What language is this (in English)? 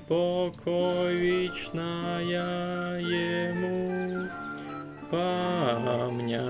Rusyn